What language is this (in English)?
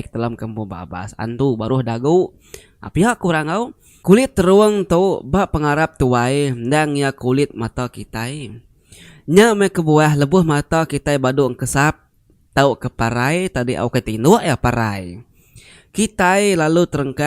Iban